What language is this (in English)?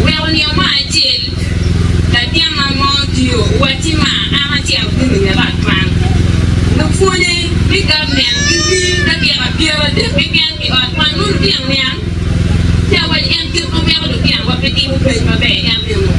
Acoli